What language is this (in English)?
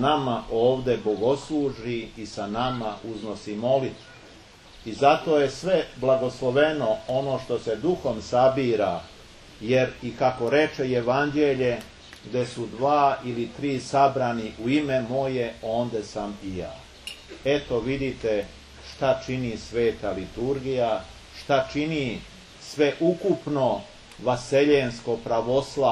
Serbian